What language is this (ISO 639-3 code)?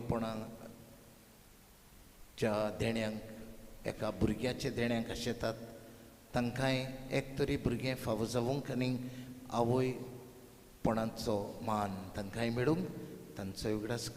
kok